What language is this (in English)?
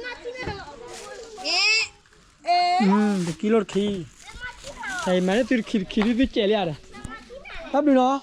S'gaw Karen